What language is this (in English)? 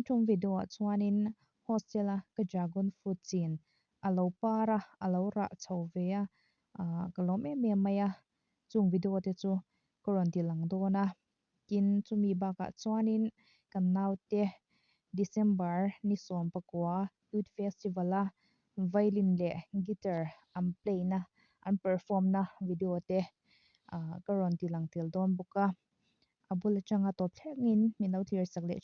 Mizo